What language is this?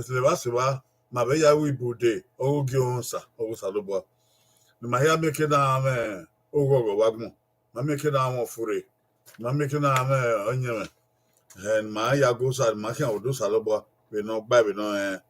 Bini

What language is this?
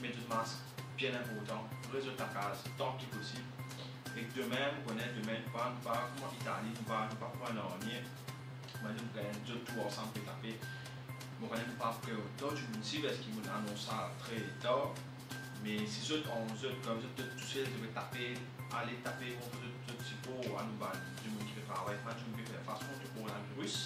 Morisyen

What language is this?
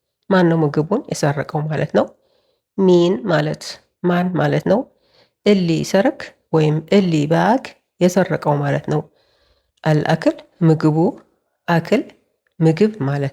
Amharic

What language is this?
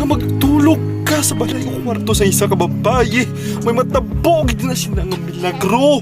Hiligaynon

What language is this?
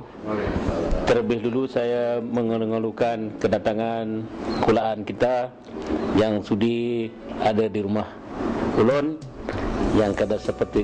Banjar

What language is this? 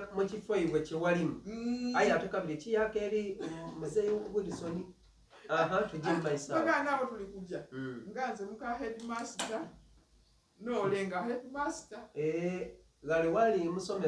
Soga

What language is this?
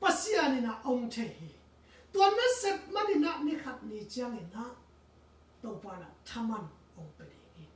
Tedim Chin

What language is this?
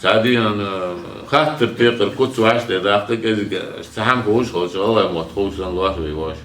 Ingush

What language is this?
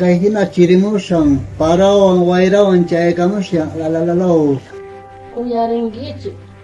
South Bolivian Quechua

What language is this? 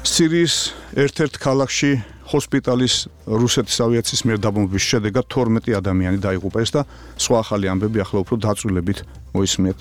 Georgian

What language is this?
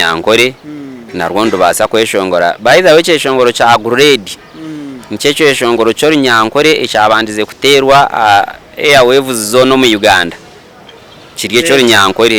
Nyankole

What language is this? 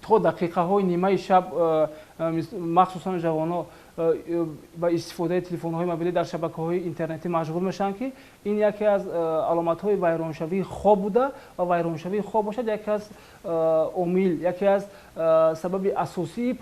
Tajik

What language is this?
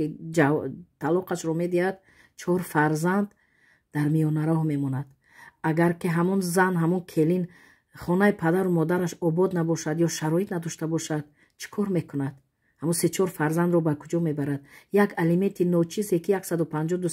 Tajik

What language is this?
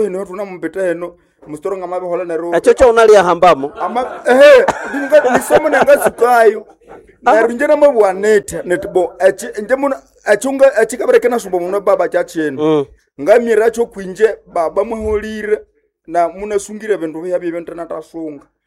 Nande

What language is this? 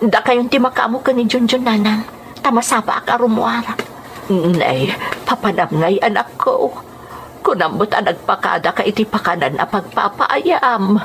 Iloko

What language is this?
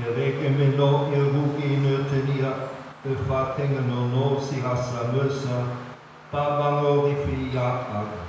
Nias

